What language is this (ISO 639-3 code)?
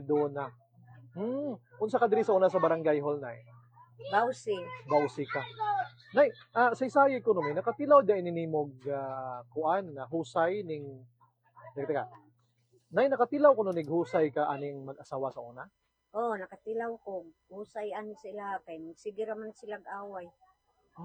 ceb